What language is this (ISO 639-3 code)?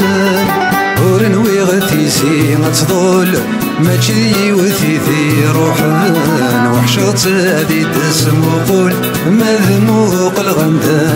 kab